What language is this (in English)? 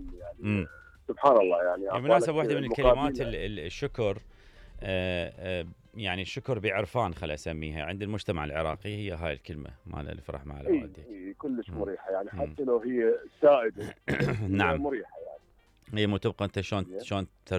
Mesopotamian Arabic